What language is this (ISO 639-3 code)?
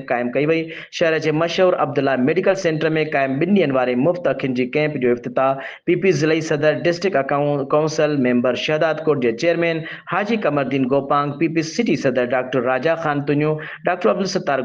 snd